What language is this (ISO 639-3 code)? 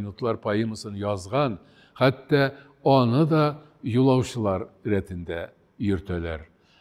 tat